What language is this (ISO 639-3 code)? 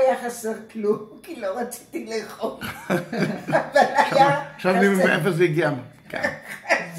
heb